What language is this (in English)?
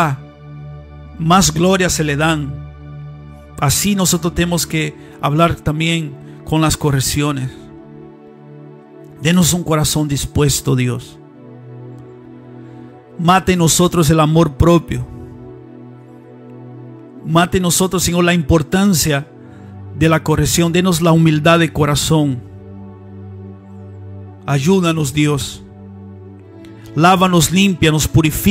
Spanish